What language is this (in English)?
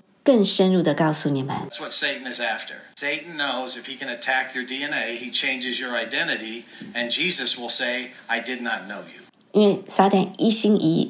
Chinese